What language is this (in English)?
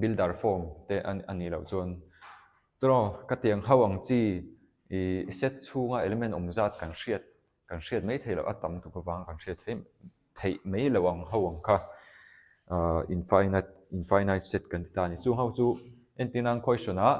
Mizo